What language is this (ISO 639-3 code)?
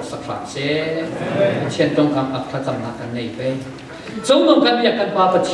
cfm